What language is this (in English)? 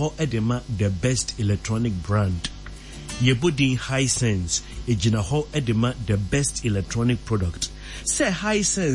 Akan